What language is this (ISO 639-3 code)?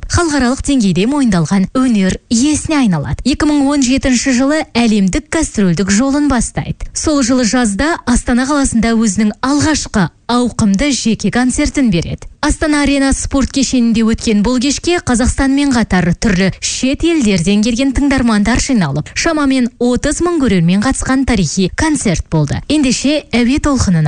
kaz